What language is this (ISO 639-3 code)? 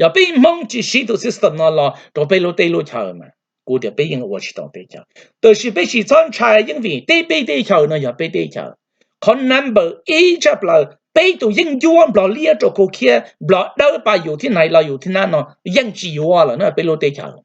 hmn